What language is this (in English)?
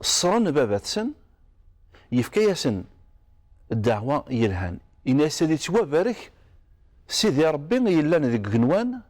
Kabyle